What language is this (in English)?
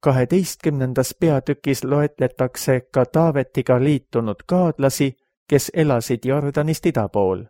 Estonian